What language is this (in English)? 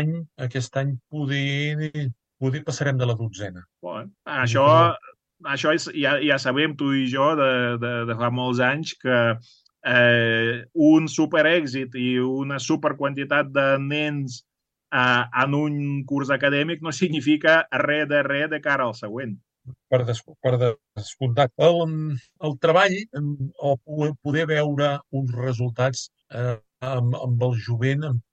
Catalan